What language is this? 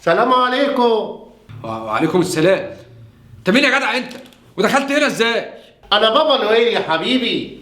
Egyptian Arabic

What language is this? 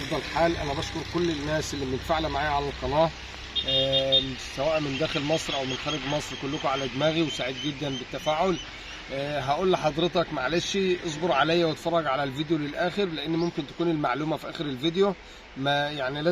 Egyptian Arabic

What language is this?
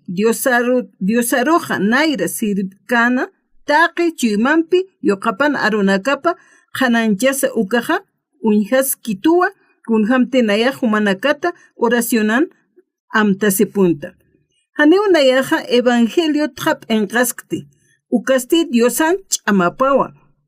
Aymara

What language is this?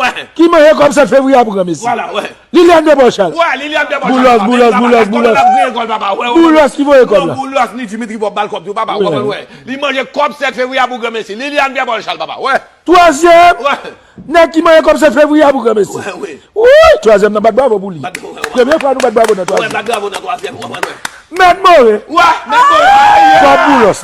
Haitian Creole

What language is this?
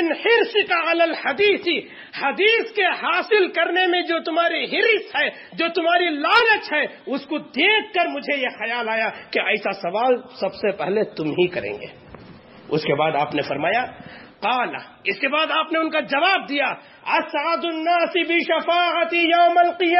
Urdu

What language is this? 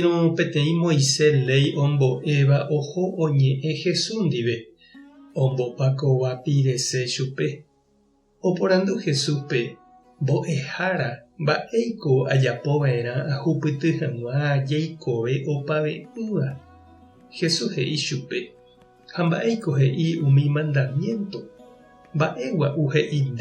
Guarani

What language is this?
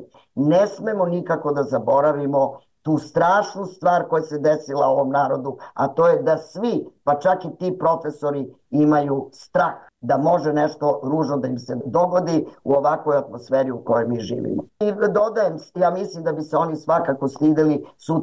Serbian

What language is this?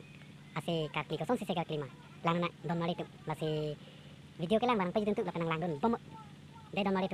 Karbi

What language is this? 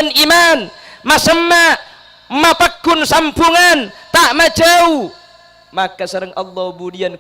Madurese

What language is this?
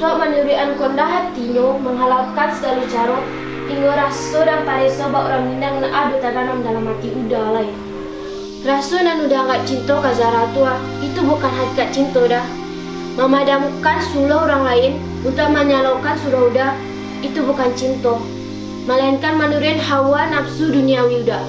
Minangkabau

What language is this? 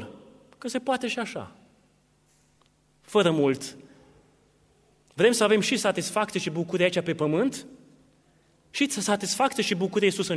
Romanian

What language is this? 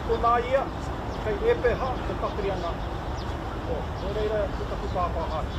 Māori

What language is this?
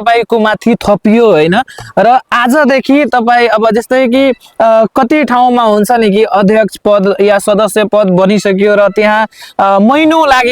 Nepali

